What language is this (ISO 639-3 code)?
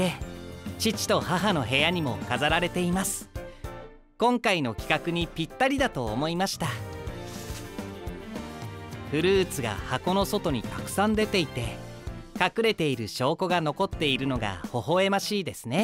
jpn